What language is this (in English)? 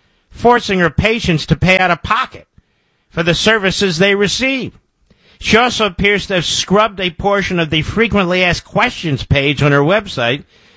English